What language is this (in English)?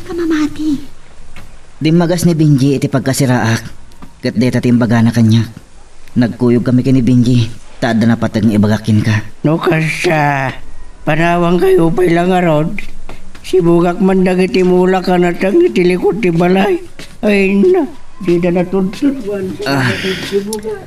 Iloko